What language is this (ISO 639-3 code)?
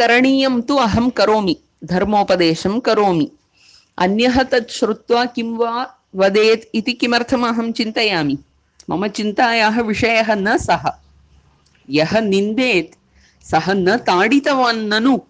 san